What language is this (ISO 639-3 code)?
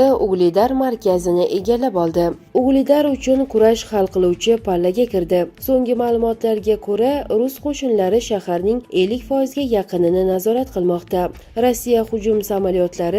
uzb